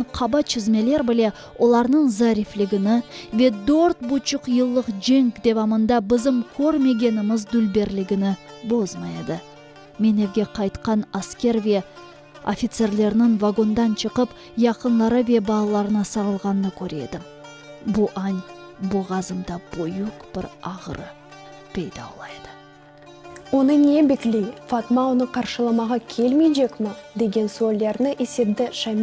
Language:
Crimean Tatar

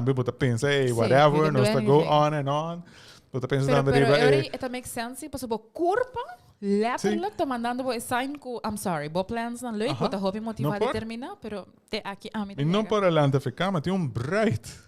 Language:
Papiamento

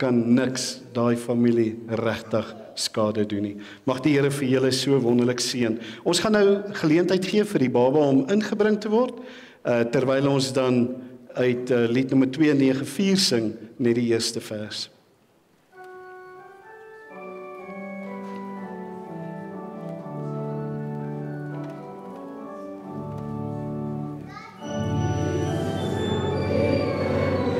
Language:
Afrikaans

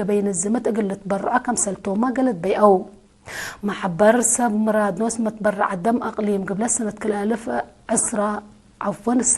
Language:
Tigre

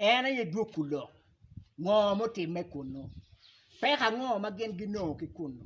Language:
Acoli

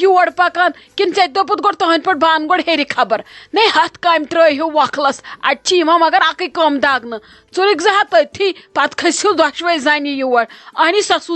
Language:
Kashmiri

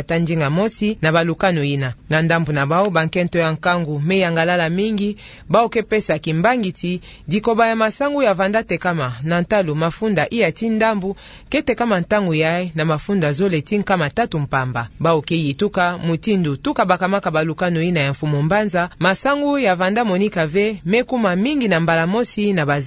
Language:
Kituba (Democratic Republic of Congo)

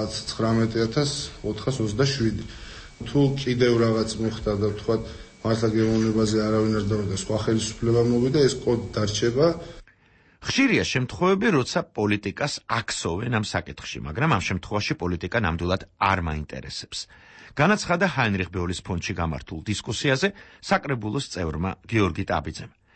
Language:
Georgian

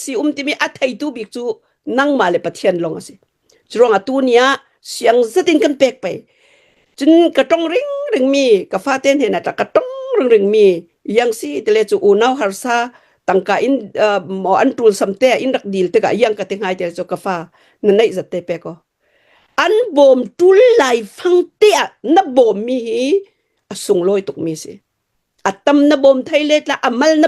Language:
Hakha Chin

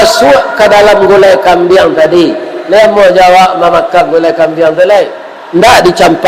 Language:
Minangkabau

